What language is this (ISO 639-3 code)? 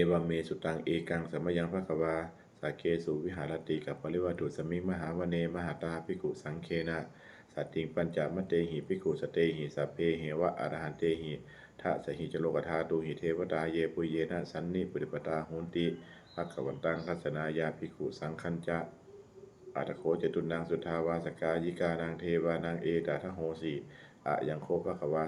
pli